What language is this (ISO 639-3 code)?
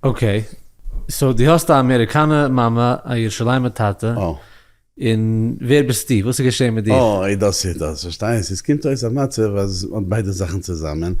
yid